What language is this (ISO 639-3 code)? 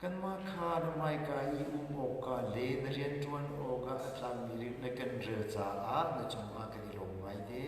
cnh